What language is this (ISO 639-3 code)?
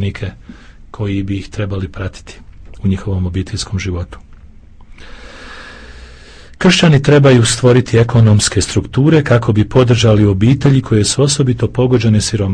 hrv